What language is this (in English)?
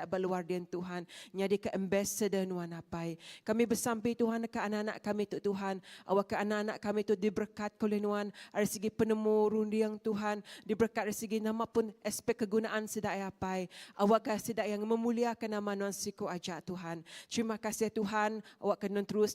Iban